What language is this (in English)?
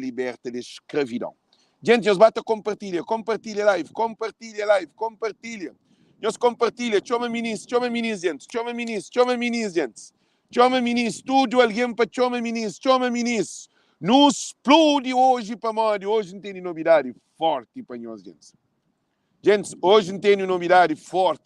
Kabuverdianu